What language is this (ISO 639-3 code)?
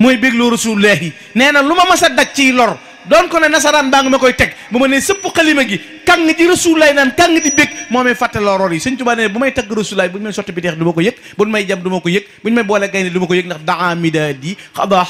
wol